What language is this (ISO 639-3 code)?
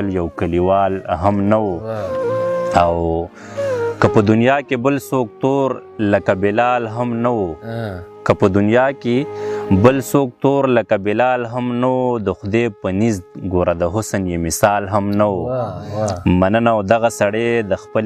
pus